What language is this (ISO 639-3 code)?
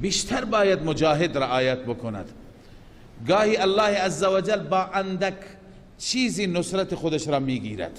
fas